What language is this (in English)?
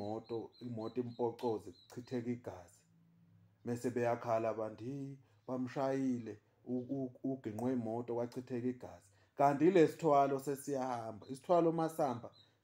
Zulu